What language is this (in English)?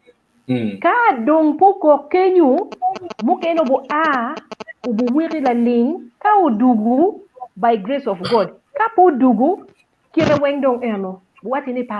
Acoli